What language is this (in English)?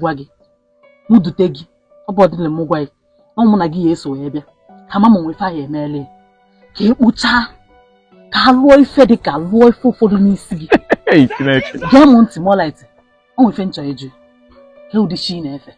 Igbo